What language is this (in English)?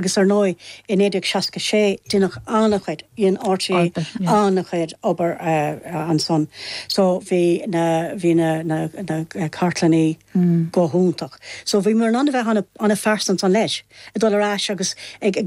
Irish